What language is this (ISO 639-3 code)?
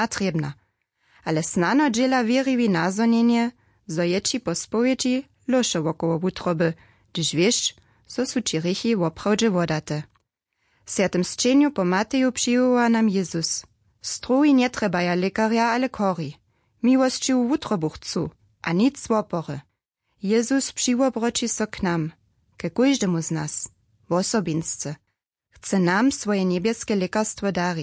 hsb